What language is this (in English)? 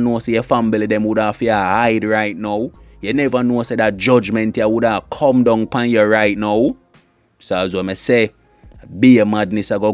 Jamaican Creole English